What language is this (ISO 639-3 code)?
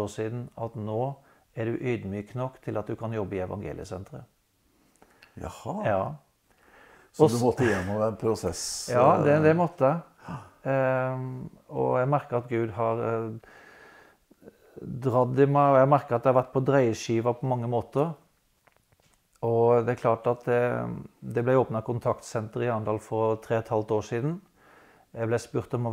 nor